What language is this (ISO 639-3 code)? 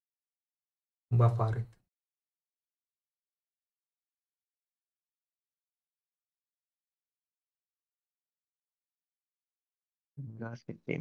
kan